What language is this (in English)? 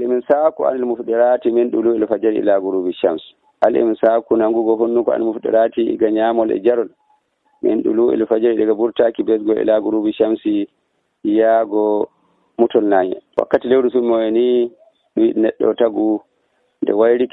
Nigerian Fulfulde